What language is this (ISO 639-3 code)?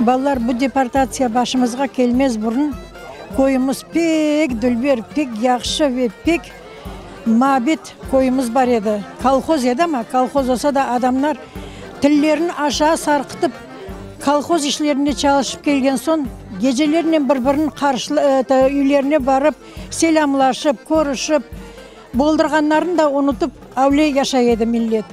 crh